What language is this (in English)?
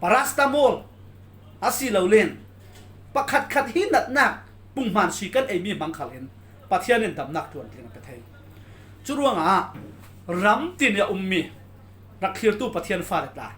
Falam Chin